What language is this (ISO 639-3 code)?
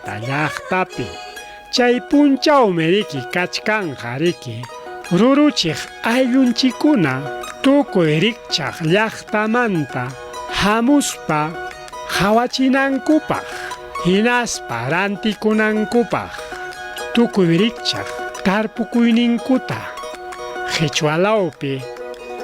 quy